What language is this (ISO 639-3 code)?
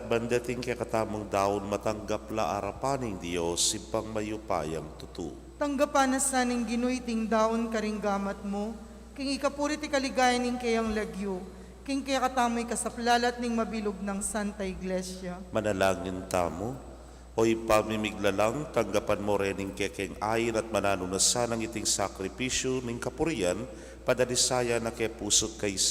pam